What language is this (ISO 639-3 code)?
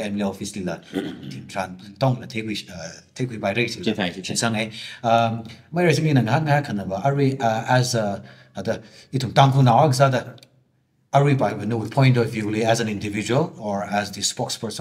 nmf